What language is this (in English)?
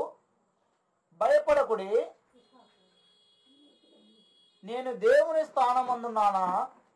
Telugu